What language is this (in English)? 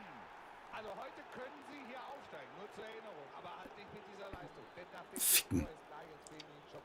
Bavarian